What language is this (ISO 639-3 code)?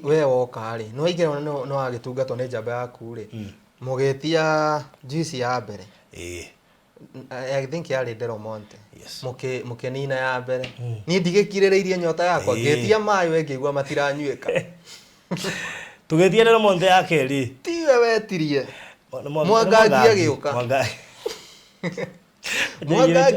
kik